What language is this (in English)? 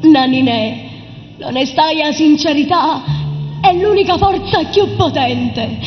Neapolitan